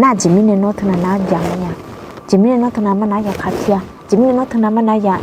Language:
Akha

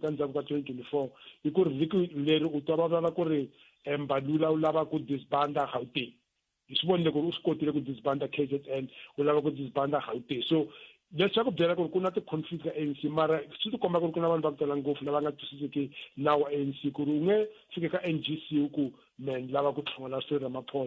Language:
Tsonga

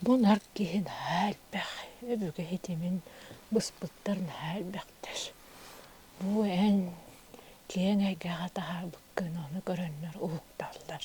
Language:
Yakut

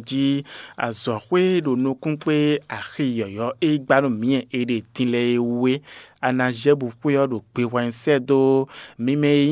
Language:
Fon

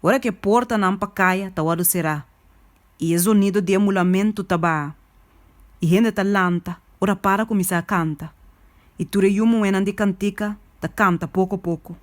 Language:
Papiamento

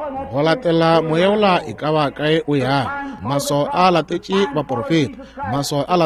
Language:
Northern Sotho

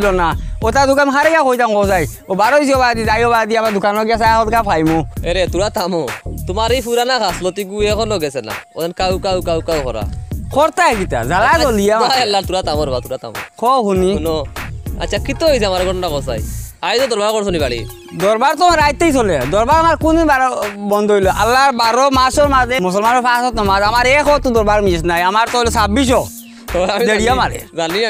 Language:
Sylheti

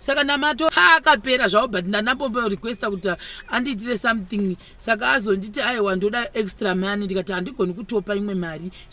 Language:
Shona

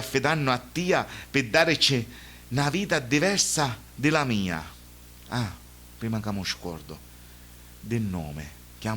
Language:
Sicilian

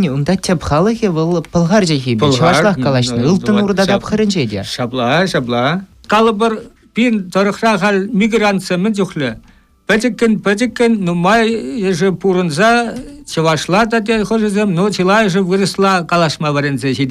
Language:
Chuvash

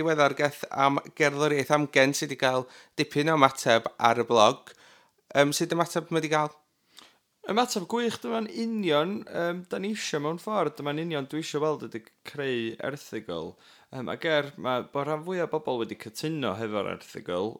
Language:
Welsh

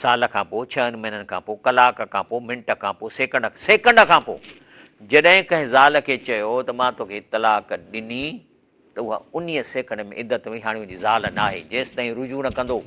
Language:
Sindhi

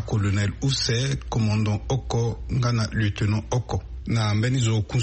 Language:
Sango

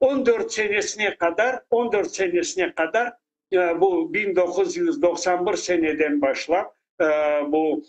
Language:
Crimean Tatar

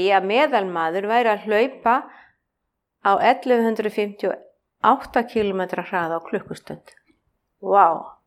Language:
Icelandic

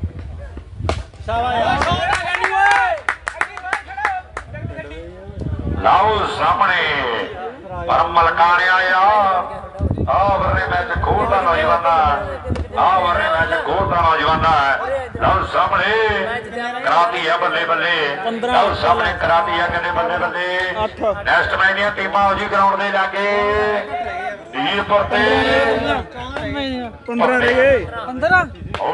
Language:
Punjabi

